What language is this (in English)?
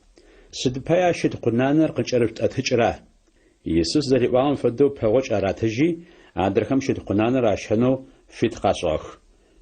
Adyghe